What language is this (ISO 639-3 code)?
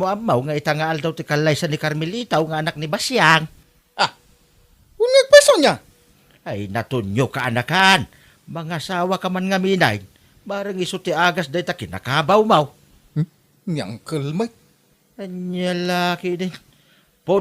ilo